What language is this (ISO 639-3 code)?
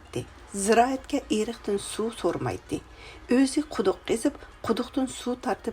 uig